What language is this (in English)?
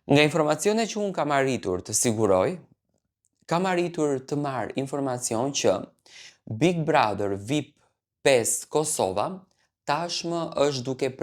Albanian